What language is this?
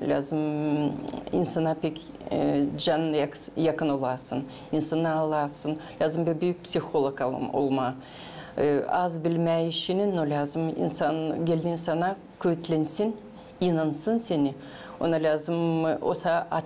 Gagauz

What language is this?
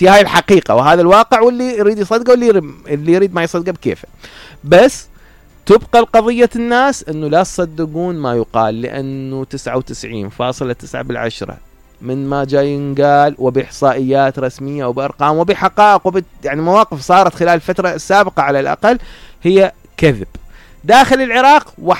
Mesopotamian Arabic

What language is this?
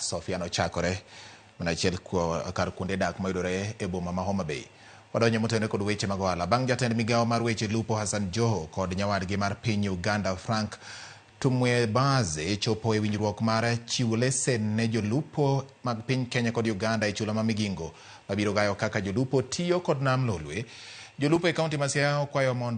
Luo (Kenya and Tanzania)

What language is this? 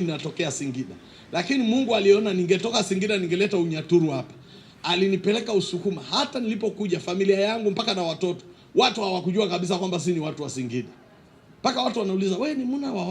Swahili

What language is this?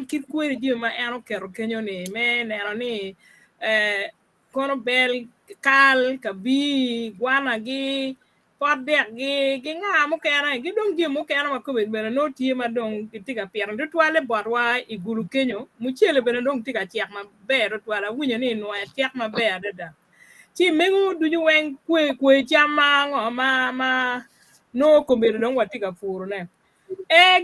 Acoli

